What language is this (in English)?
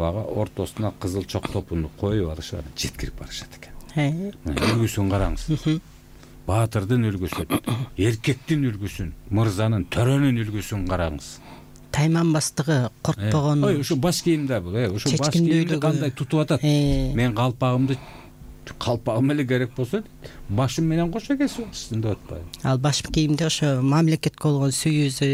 Kyrgyz